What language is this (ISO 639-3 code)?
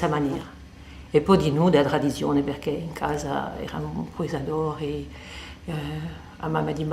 cos